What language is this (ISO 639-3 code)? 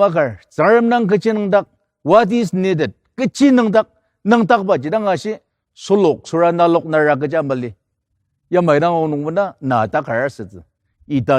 njo